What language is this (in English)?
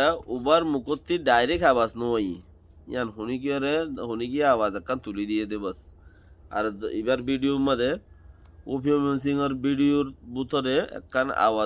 Rohingya